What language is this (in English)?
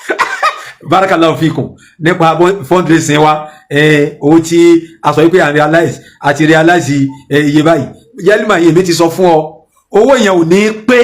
Yoruba